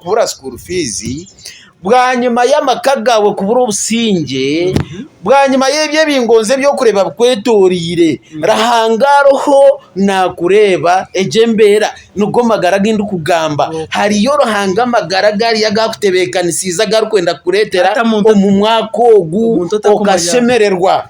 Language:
Nyankole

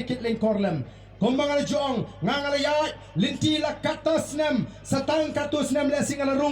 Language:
Khasi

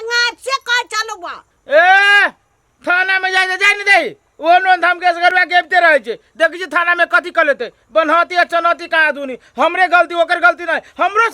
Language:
Maithili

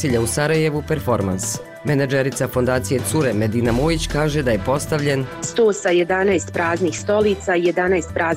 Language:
Bosnian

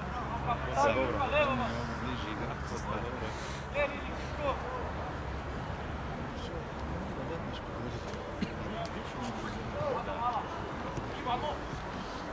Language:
Croatian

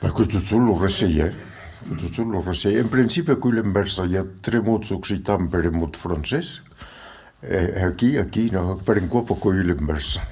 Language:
Occitan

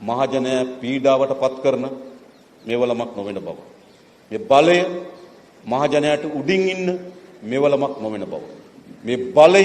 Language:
Sinhala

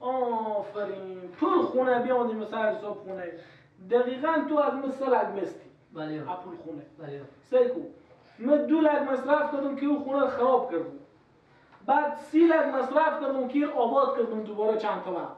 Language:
Persian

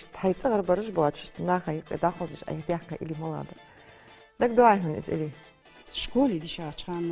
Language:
Ingush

